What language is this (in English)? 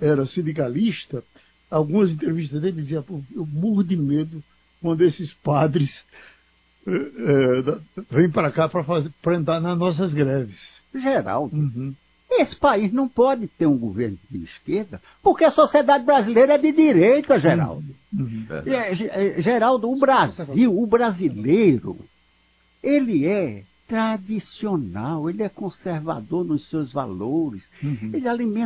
Portuguese